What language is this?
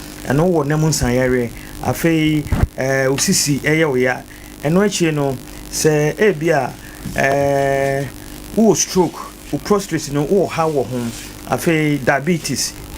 Akan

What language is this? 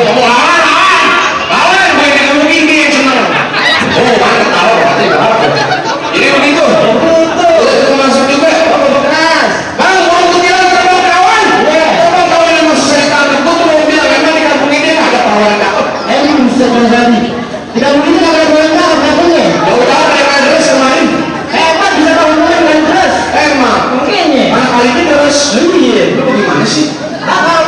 Betawi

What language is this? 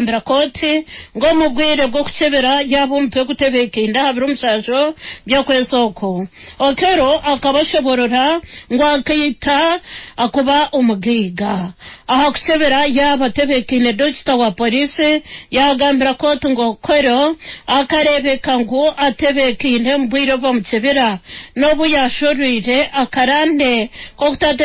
Nyankole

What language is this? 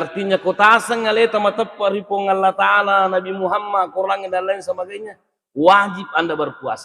Buginese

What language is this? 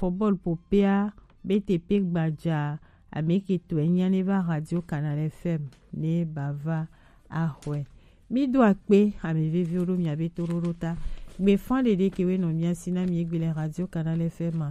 Gen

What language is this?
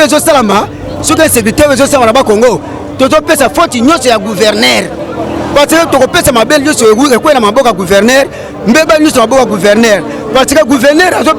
Lingala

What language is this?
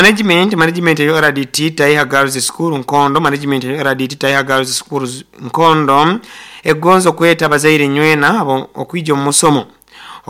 Nyoro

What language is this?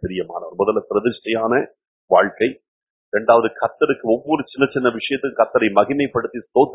Tamil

